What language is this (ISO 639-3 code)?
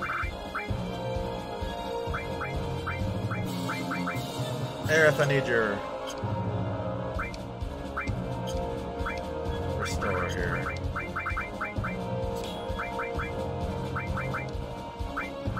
eng